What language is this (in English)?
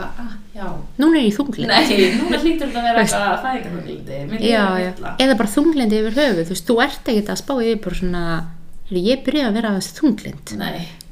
Icelandic